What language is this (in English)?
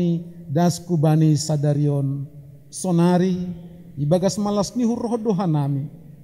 Batak Simalungun